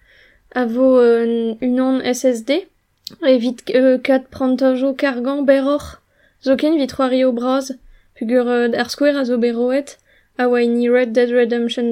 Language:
Breton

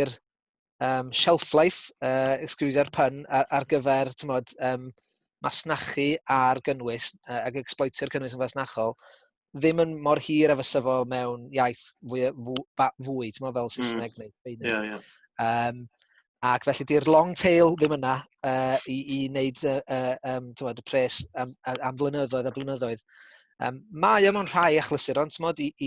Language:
Welsh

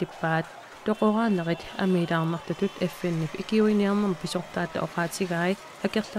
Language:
Kalaallisut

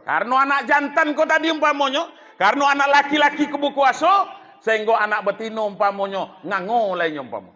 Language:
Minangkabau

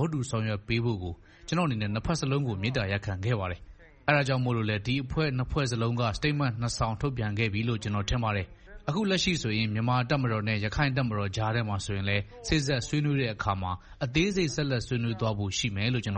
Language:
Burmese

